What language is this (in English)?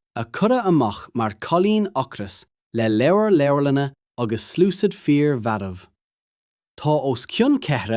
Irish